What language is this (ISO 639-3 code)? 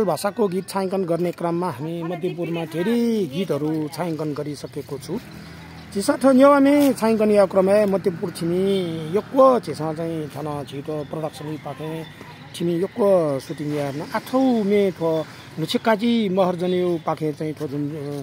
nep